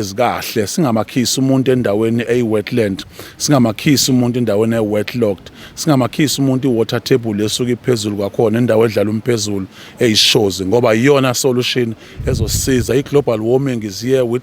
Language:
Zulu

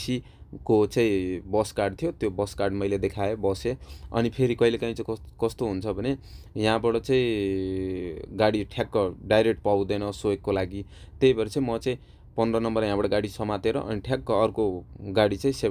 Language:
Nepali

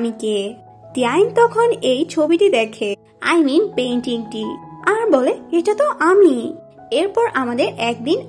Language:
Bangla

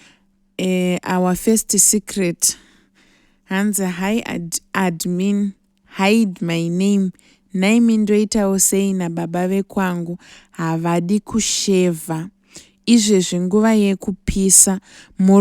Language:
Shona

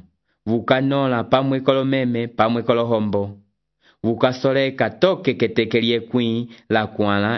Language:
Umbundu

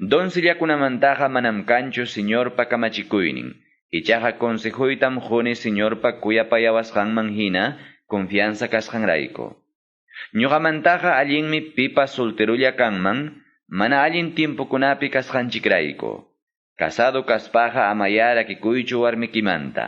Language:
Quechua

